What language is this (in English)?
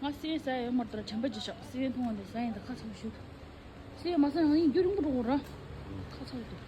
Tibetan